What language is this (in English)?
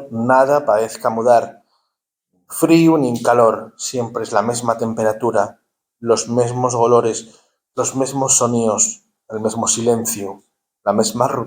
Asturian